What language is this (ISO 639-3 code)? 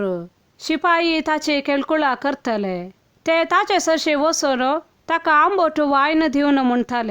kok